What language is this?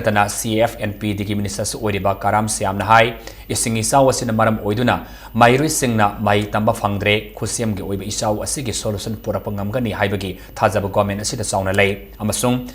Manipuri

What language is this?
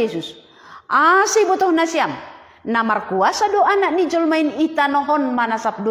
Batak Simalungun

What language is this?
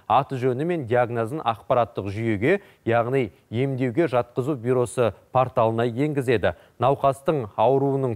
Kazakh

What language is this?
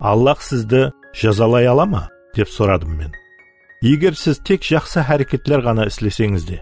Kara-Kalpak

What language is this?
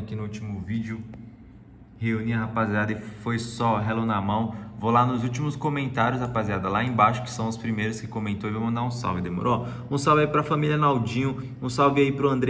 Portuguese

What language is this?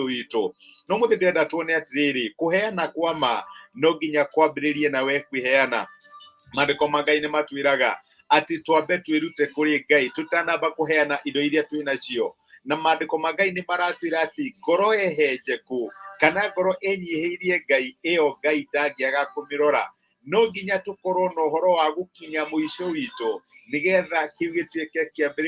Kikuyu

